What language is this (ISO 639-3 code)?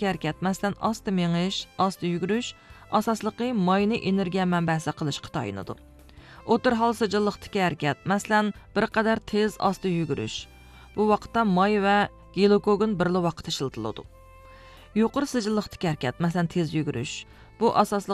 uig